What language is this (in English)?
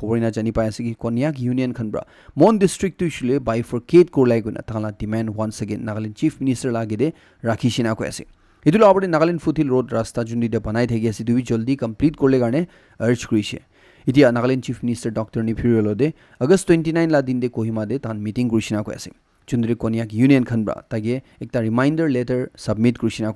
Naga Pidgin